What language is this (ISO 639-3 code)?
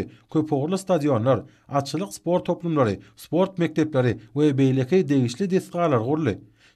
tuk